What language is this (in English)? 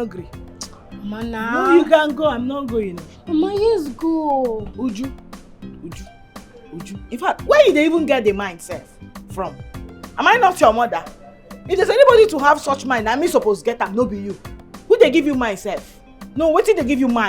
Nigerian Pidgin